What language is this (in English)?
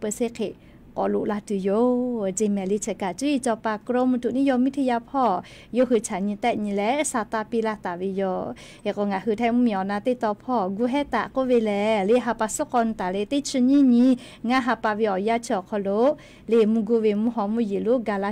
Lahu